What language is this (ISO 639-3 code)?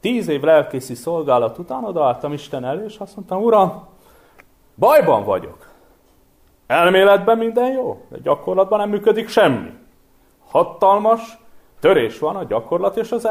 hun